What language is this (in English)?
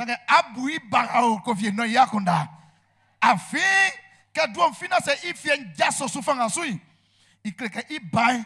Baoulé